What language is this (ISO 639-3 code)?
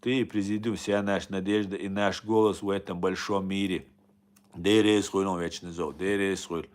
che